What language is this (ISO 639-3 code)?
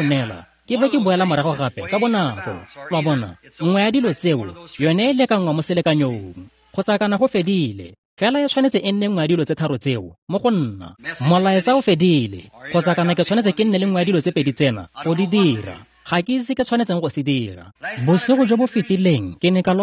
tsn